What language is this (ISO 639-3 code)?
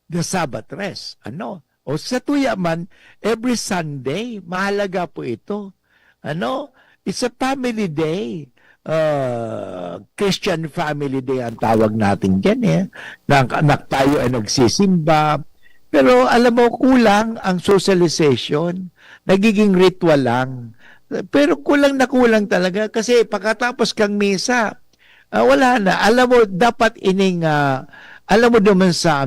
bik